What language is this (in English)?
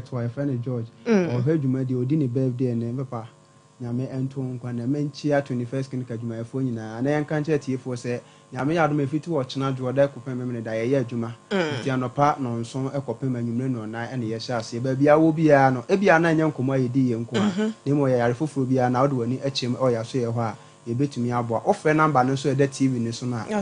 Akan